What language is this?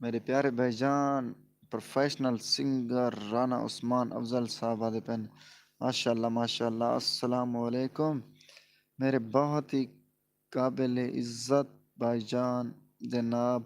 Saraiki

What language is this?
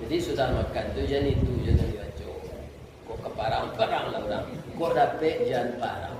Minangkabau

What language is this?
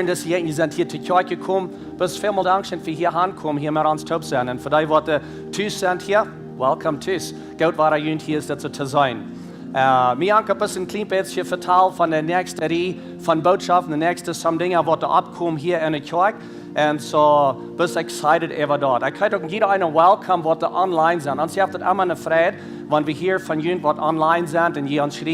Plautdietsch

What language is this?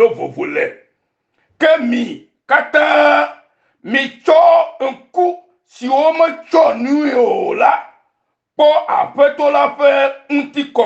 Ewe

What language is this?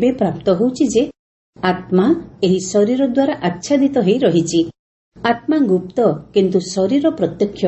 Odia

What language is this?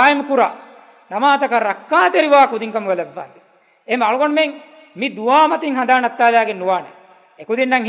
Divehi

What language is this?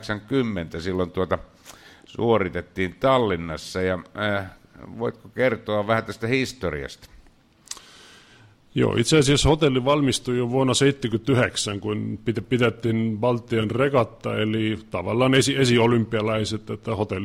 Finnish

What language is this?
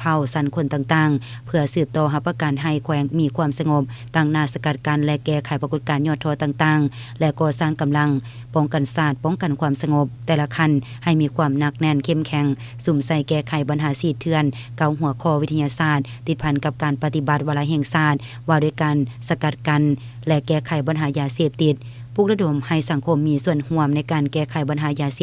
Lao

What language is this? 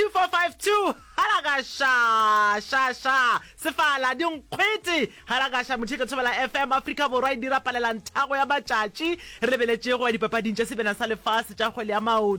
Northern Sotho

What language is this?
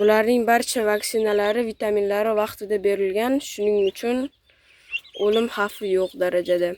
Uzbek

